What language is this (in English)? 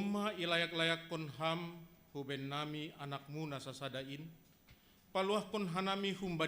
Batak Simalungun